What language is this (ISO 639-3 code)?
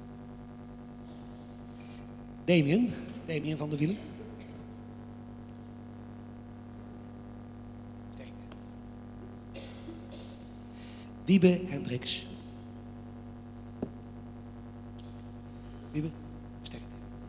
nld